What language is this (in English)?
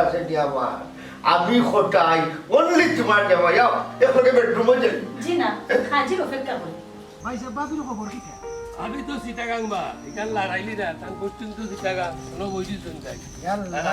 Sylheti